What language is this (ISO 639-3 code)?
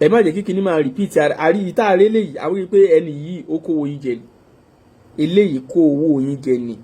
yor